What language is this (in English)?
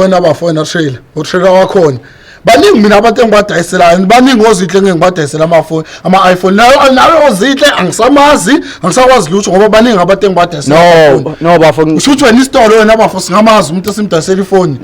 Zulu